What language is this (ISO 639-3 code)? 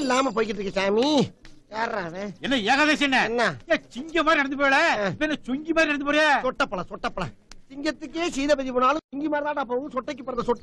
tam